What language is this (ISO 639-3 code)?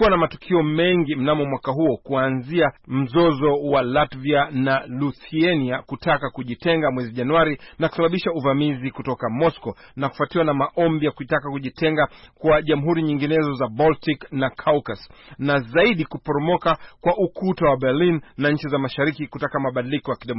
swa